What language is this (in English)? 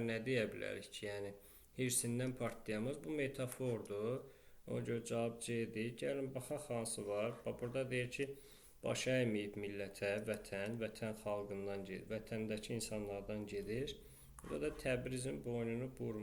Azerbaijani